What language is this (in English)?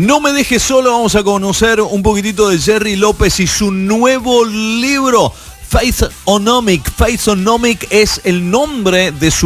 Spanish